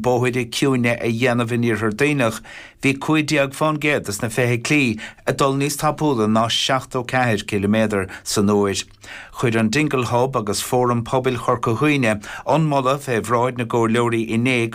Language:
Irish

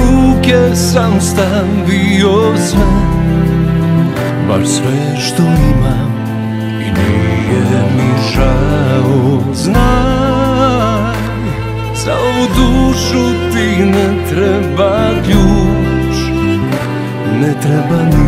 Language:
Serbian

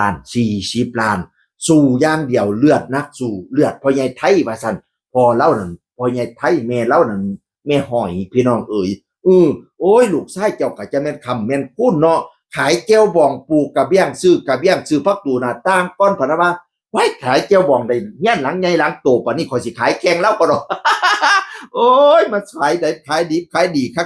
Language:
Northeastern Thai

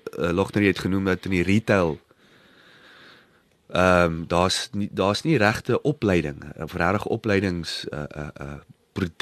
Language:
Afrikaans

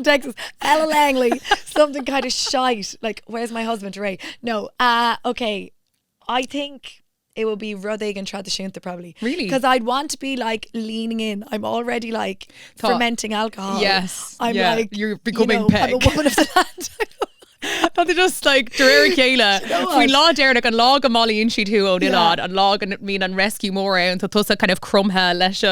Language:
Irish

